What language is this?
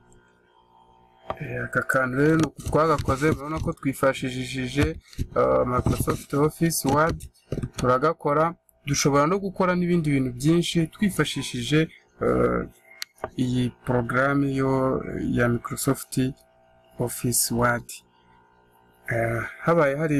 Kinyarwanda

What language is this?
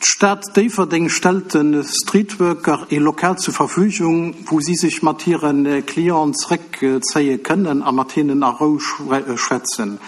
Luxembourgish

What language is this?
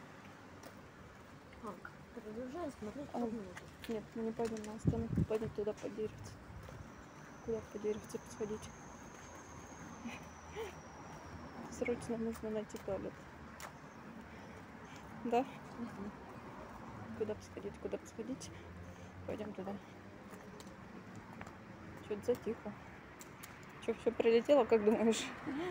Russian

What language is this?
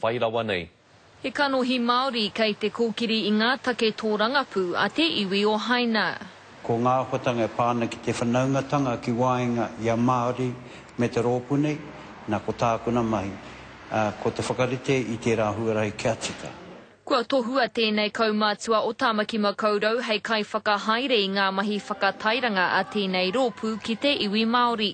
Māori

